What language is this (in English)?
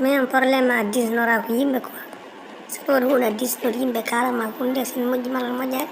Fula